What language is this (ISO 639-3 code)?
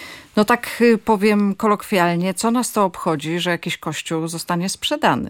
pol